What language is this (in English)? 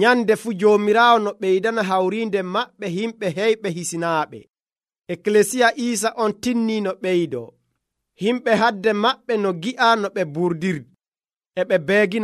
Nigerian Fulfulde